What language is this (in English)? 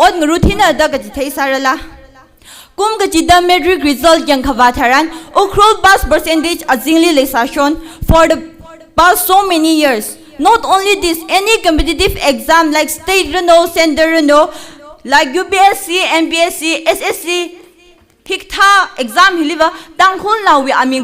Tangkhul Naga (India)